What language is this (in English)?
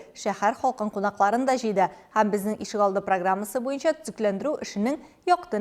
Tatar